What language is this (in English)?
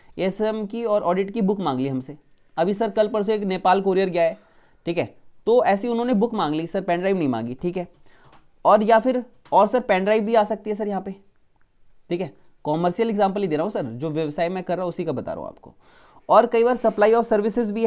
Hindi